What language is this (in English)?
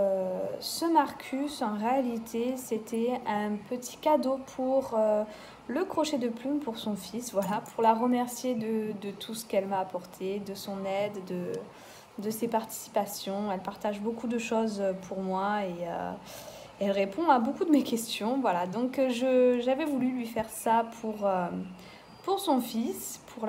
French